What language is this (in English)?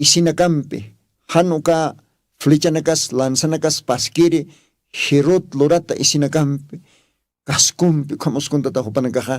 Aymara